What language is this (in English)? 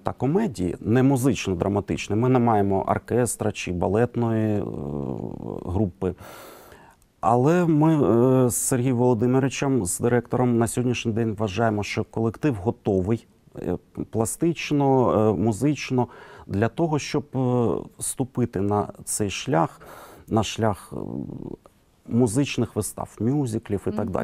Ukrainian